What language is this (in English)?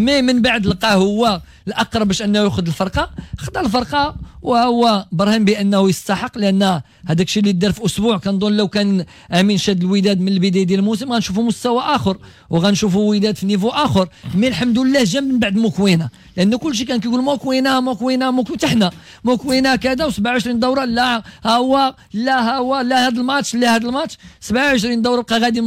Moroccan Arabic